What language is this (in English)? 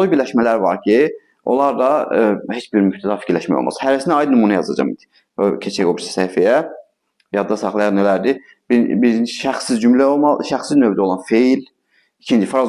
Azerbaijani